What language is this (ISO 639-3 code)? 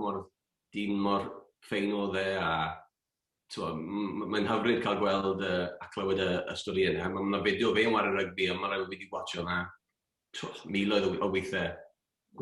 cym